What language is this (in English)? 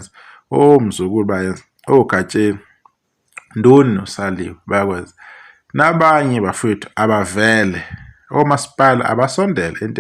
Zulu